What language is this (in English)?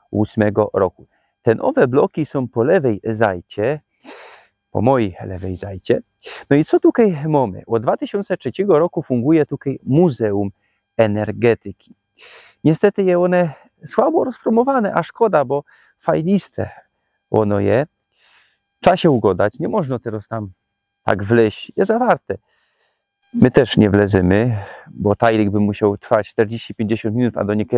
Silesian